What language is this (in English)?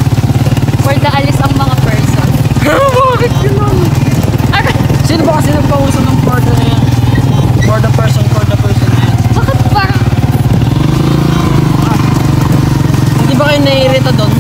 Filipino